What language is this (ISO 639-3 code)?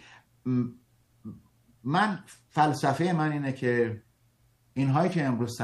fas